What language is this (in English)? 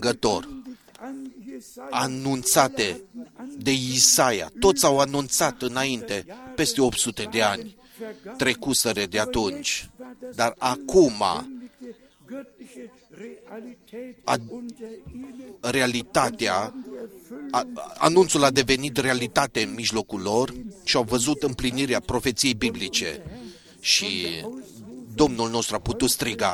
Romanian